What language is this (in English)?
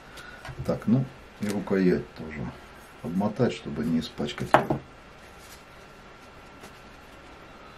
Russian